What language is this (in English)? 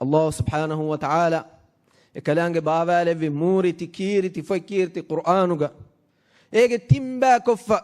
Divehi